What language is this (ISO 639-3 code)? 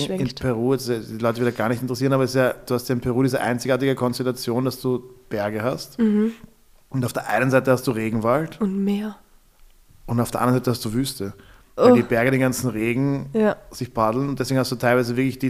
deu